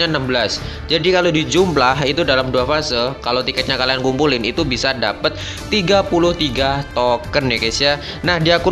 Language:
Indonesian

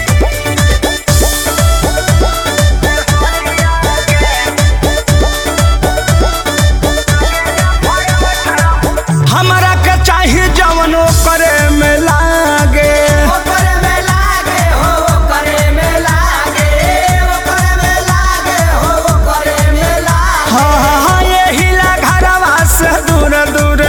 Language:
Bhojpuri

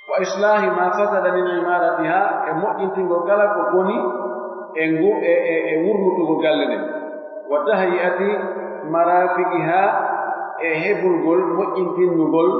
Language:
Pular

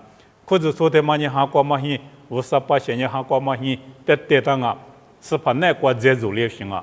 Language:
Lisu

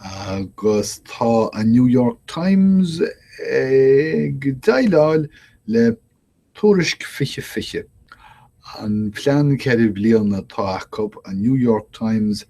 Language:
Irish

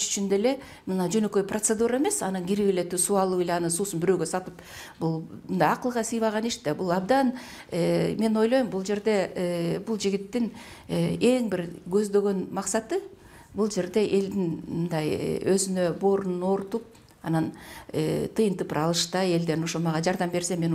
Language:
Kyrgyz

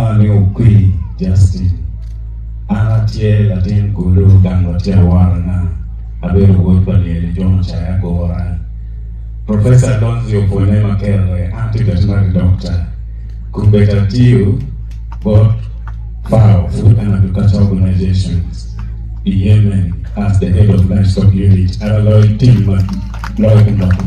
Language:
Acoli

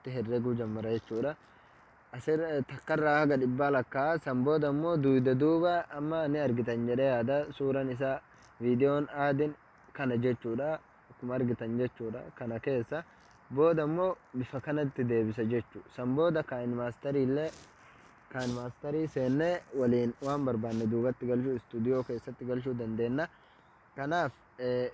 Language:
Oromo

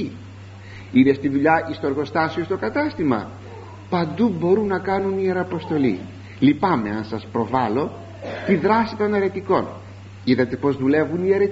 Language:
Greek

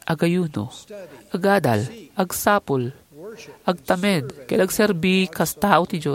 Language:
Iloko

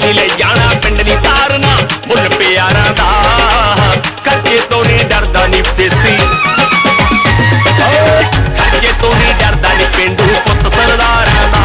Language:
Punjabi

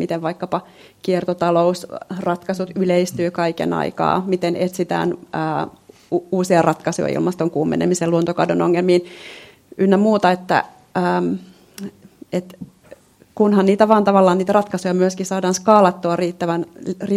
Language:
Finnish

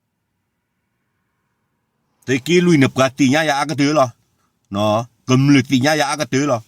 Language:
S'gaw Karen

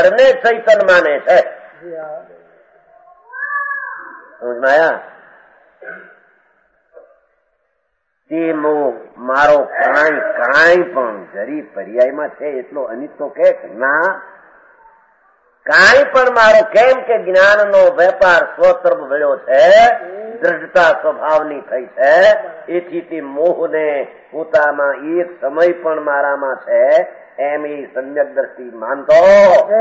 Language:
Gujarati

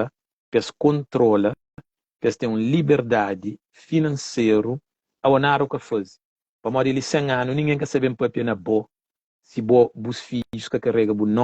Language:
Kabuverdianu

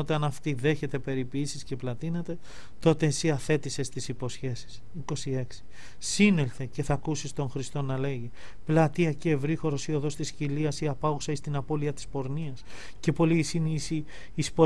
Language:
Greek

